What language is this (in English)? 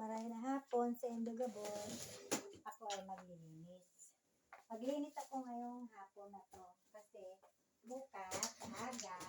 Bikol